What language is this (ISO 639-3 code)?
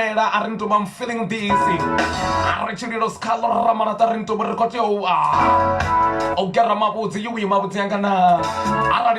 ven